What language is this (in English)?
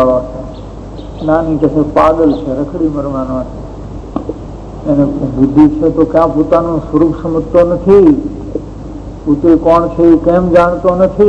Gujarati